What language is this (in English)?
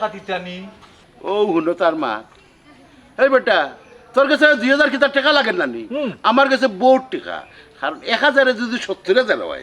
Sylheti